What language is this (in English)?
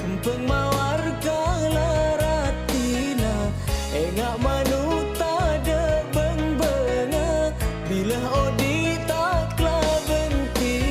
Madurese